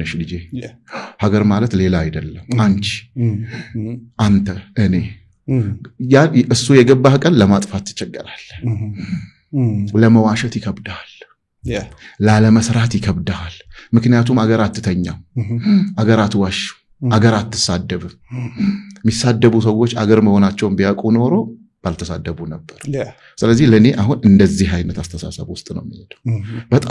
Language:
Amharic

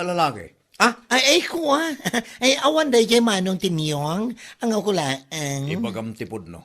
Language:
Iloko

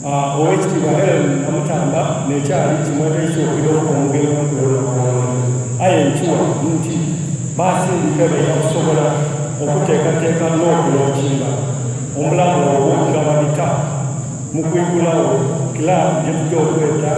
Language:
Soga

